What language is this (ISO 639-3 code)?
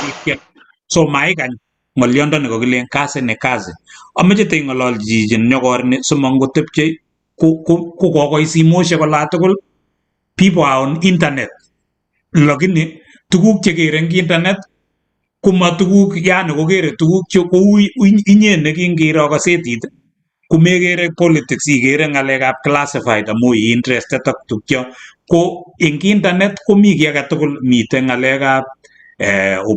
kln